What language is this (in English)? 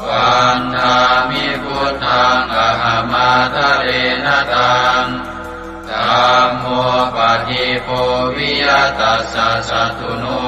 Pali